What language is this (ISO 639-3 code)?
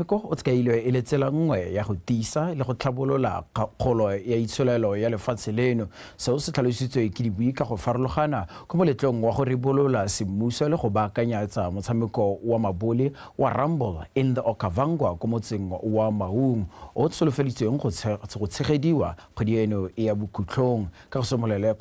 tsn